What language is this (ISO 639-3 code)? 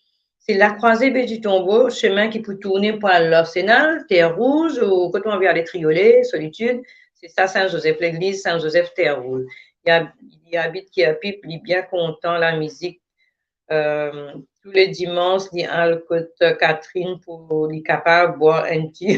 mfe